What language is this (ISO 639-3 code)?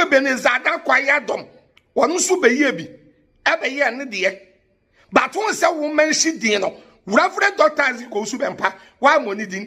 aka